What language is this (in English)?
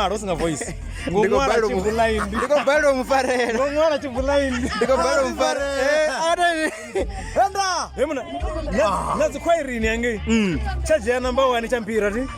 Venda